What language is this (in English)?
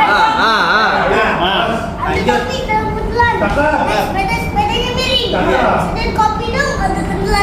Betawi